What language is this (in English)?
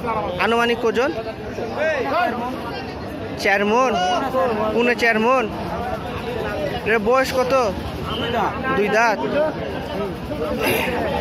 Bangla